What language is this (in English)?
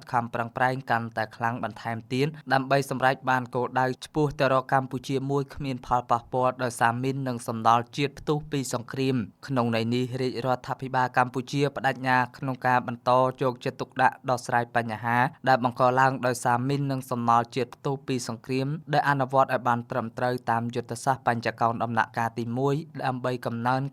Khmer